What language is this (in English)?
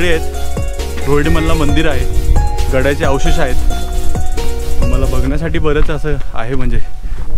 Marathi